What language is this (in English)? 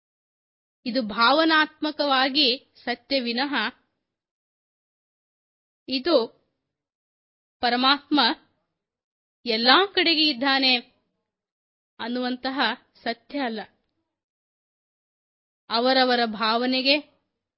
Kannada